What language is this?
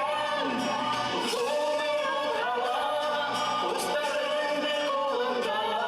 Bashkir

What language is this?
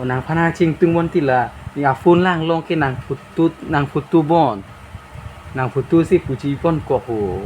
Karbi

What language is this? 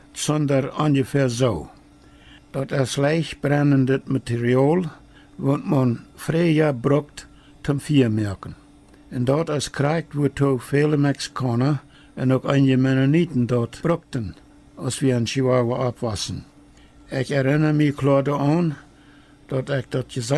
Plautdietsch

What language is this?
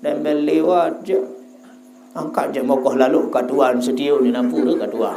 Sasak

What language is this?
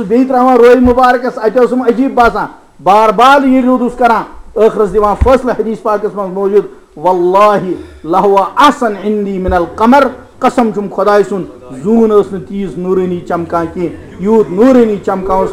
Kashmiri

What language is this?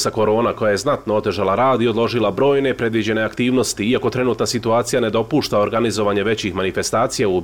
Bosnian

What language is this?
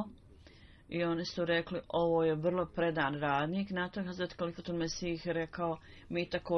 Bosnian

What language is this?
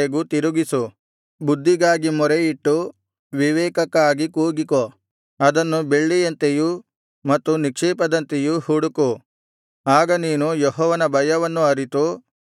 Kannada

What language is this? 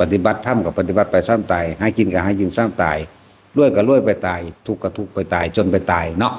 Northeastern Thai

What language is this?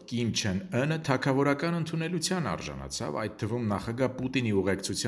Armenian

